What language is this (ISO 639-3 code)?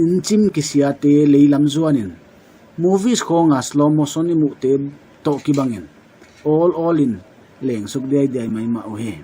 pck